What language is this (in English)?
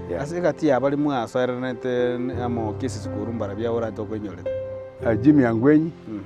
Gusii